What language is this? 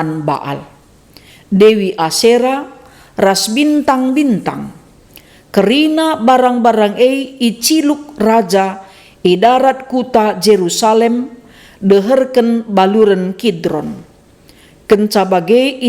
Batak Karo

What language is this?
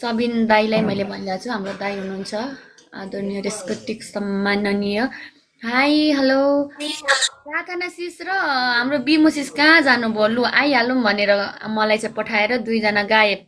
Nepali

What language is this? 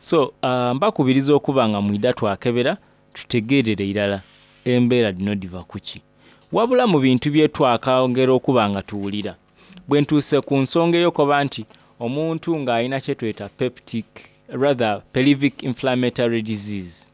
Soga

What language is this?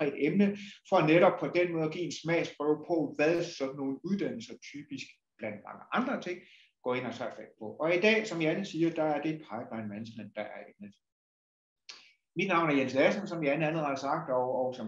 Danish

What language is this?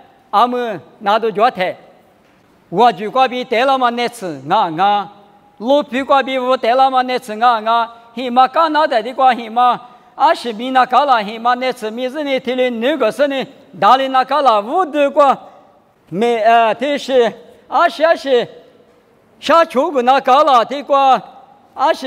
Lisu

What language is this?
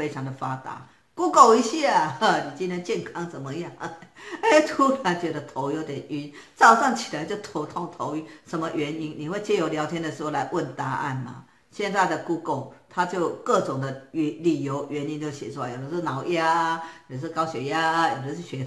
Chinese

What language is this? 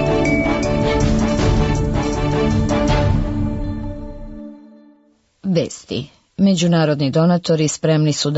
Serbian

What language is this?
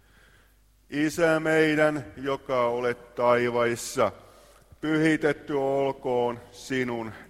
Finnish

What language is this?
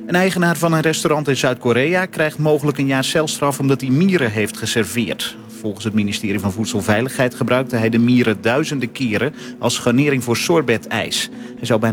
Dutch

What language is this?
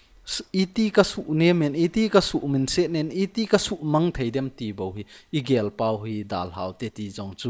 Thado Chin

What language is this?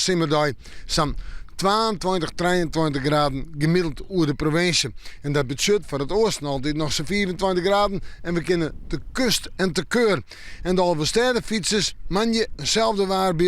Western Frisian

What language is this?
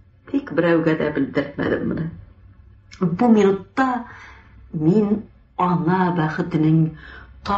Tatar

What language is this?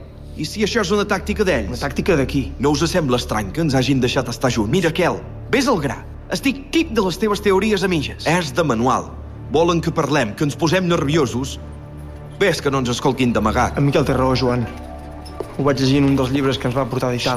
Catalan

